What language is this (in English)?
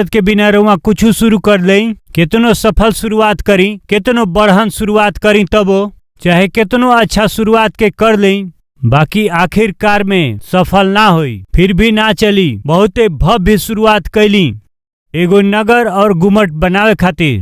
Bhojpuri